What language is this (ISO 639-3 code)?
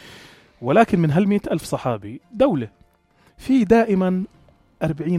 apc